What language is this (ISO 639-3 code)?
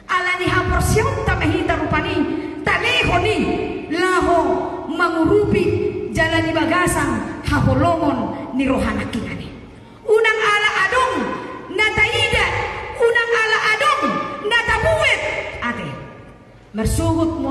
bbc